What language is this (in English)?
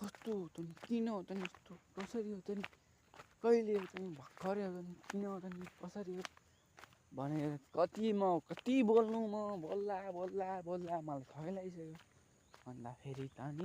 Nepali